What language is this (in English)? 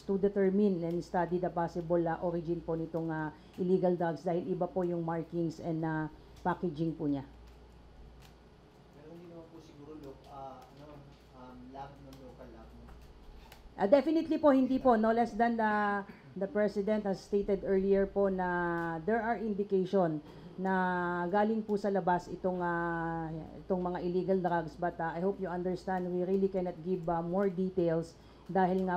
Filipino